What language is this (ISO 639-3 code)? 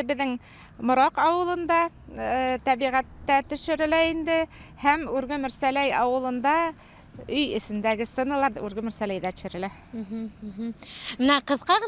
bak